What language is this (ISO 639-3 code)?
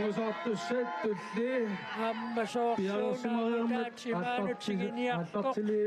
kal